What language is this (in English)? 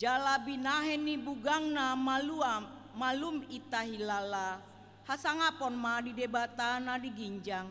Batak Toba